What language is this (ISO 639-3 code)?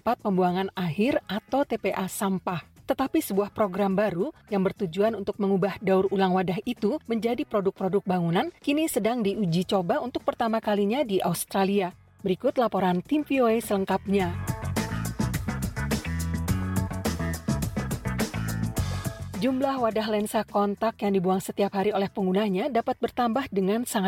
ind